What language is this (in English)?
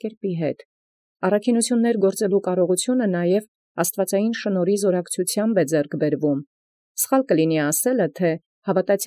Armenian